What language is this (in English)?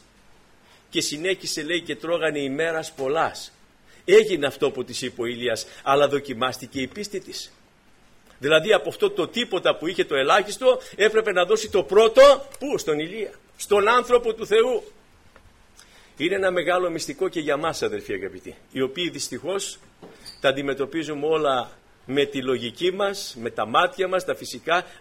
Greek